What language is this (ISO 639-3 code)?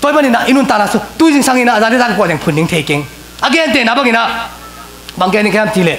ctd